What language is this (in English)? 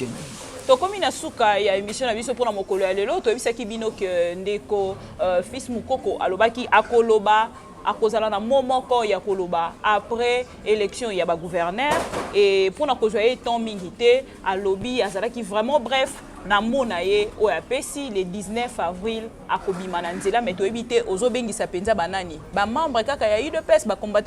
Lingala